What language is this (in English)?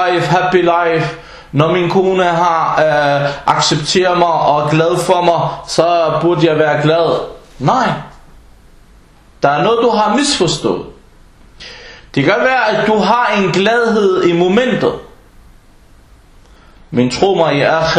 Danish